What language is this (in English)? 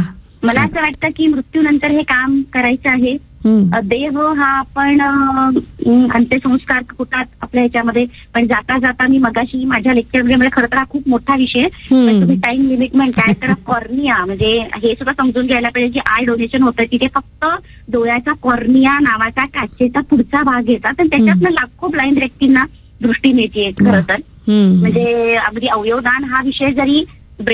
Marathi